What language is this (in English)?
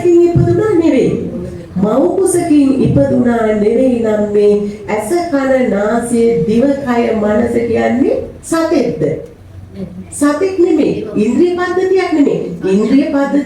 Sinhala